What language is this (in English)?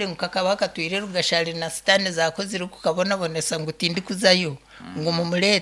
Nyankole